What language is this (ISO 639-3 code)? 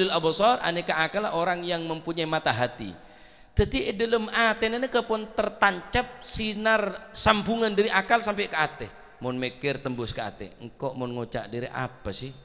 mad